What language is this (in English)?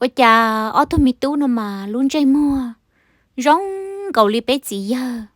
Hmong